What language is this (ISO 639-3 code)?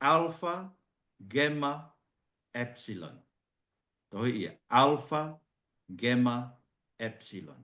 ton